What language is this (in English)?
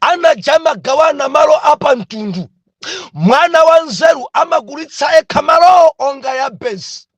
Nyanja